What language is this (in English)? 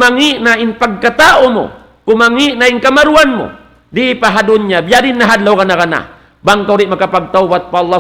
Tausug